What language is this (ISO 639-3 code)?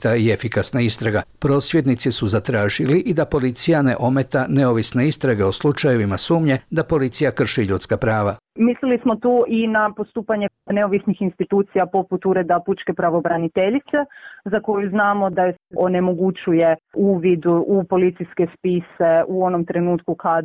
hrv